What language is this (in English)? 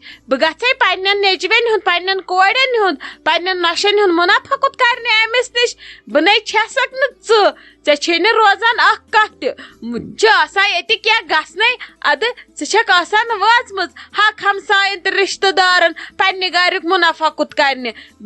Kashmiri